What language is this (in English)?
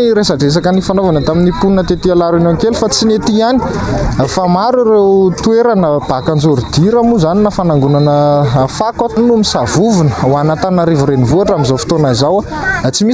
Malagasy